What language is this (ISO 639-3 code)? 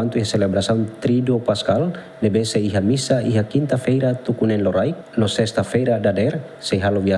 tet